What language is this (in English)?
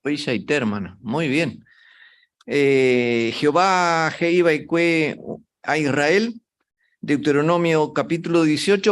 Guarani